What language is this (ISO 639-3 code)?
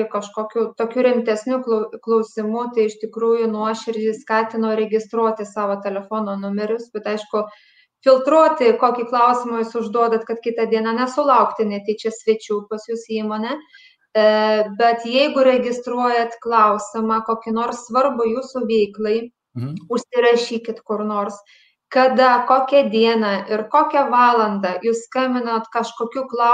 lit